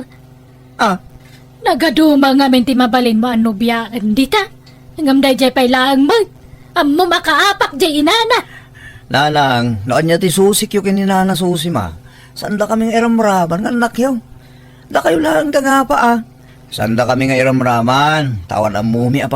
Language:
Iloko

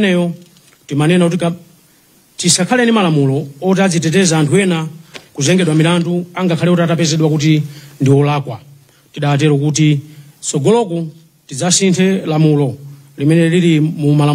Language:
Nyanja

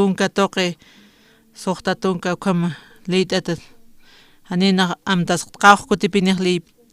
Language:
Aymara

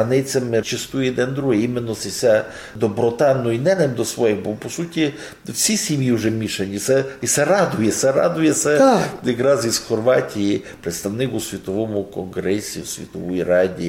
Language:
Rusyn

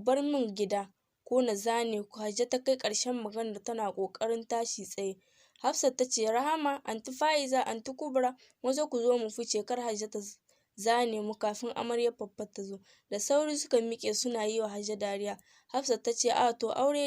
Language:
Hausa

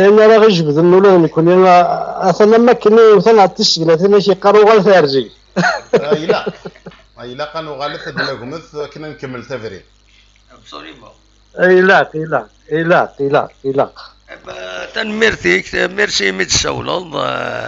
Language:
Kabyle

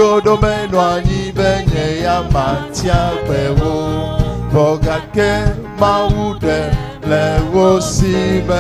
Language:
Ewe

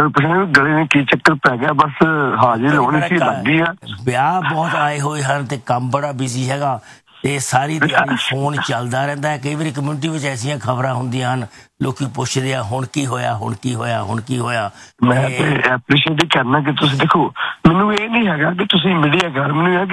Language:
Punjabi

